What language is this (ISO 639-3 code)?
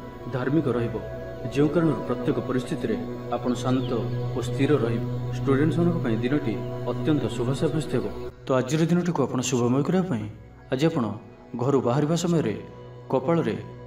ori